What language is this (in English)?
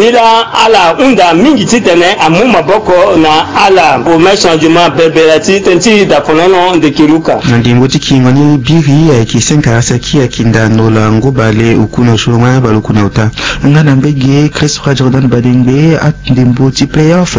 Sango